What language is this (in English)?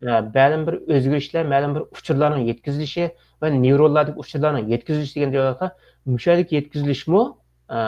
Uyghur